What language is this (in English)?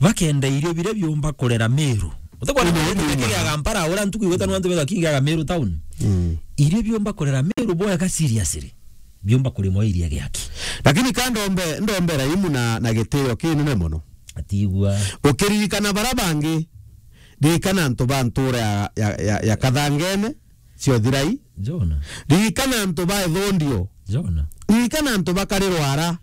Meru